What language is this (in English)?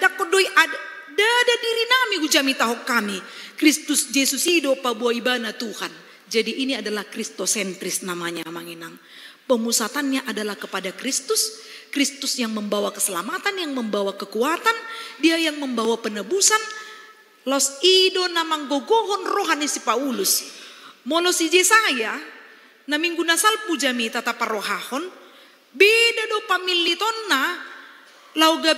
Batak Toba